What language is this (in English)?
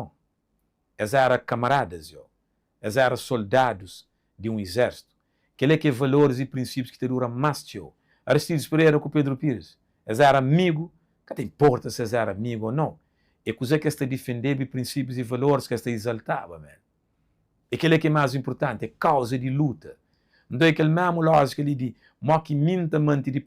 Kabuverdianu